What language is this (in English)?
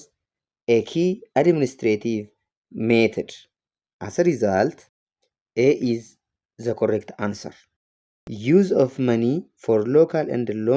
English